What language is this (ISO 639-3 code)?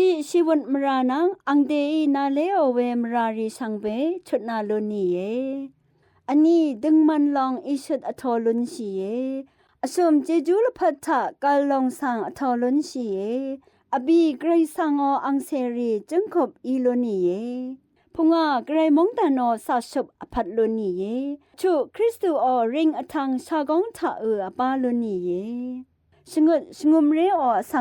raw